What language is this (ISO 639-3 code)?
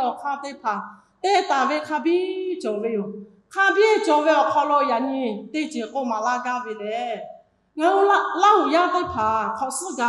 lhu